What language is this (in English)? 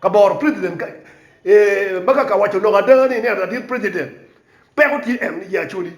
Acoli